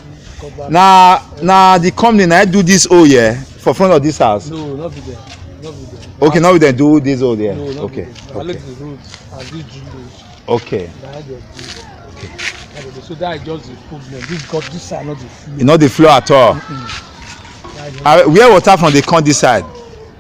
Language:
Nigerian Pidgin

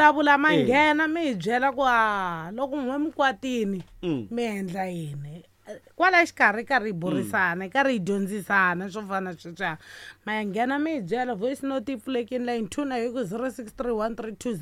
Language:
Tsonga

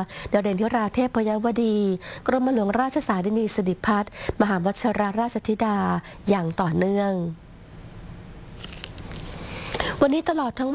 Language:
Thai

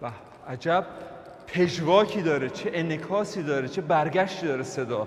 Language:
Persian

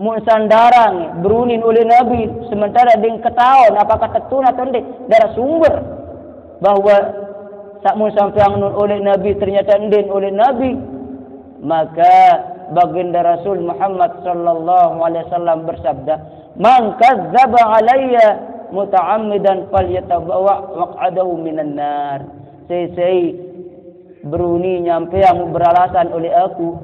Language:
Sasak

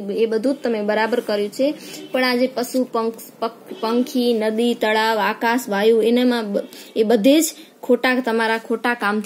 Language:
Gujarati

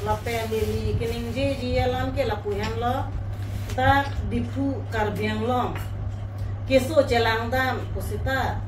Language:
Karbi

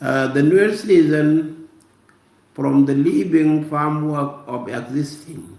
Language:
Nuer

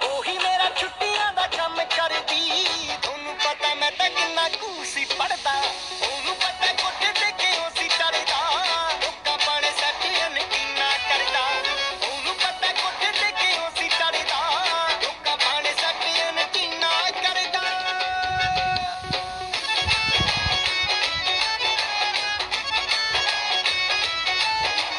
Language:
Punjabi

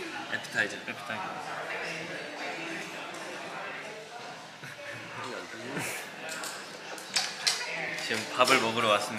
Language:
Korean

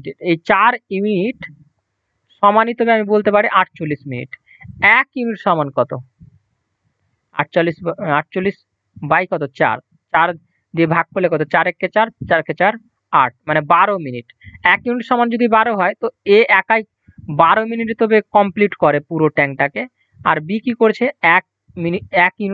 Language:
Bangla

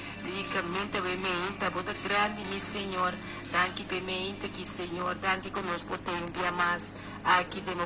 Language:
Papiamento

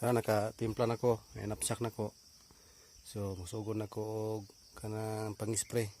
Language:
Cebuano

